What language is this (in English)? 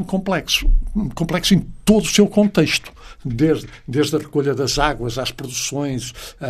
Portuguese